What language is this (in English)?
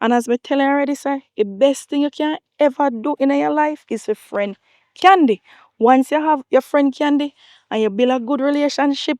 Jamaican Creole English